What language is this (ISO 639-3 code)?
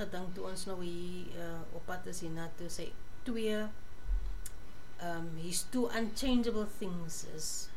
afr